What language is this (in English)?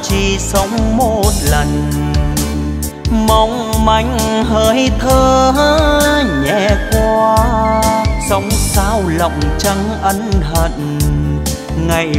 Vietnamese